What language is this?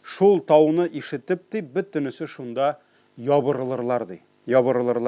Tatar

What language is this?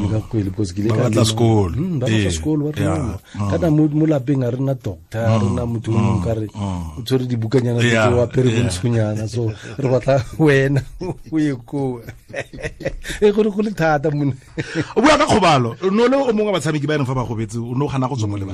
Tswana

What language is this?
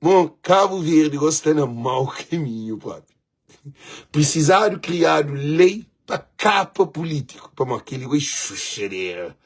Kabuverdianu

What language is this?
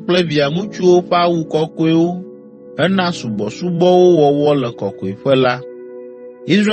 Ewe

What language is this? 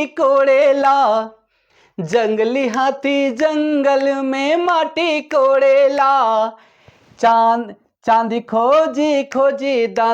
Sadri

